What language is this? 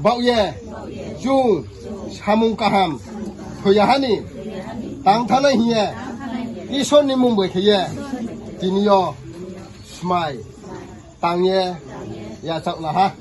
Riang (India)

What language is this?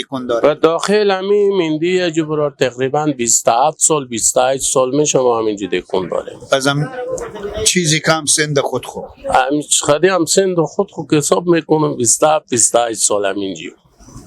Persian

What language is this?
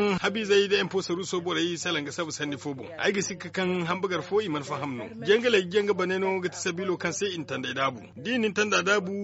Zarma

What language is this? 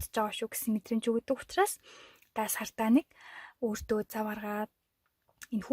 Mongolian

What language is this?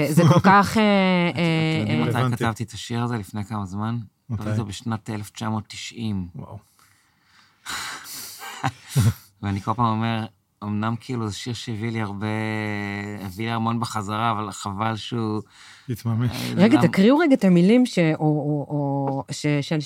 Hebrew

